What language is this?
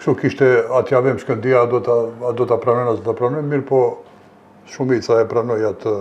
Albanian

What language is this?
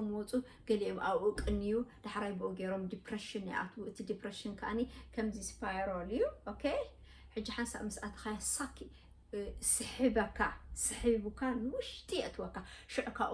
Tigrinya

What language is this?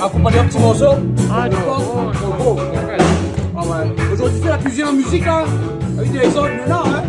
Réunion Creole French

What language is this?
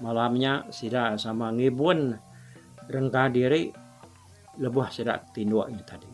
Iban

